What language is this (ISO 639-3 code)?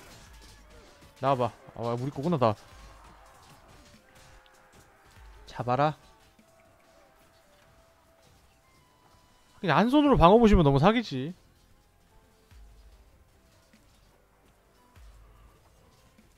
kor